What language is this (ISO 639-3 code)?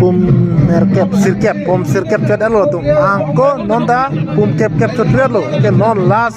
mjw